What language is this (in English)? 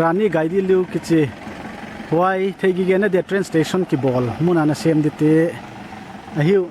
Paite Chin